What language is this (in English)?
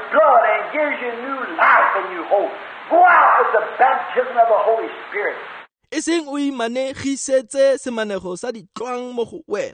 Tswana